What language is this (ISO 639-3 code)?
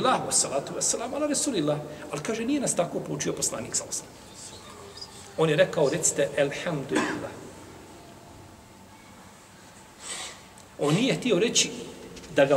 bos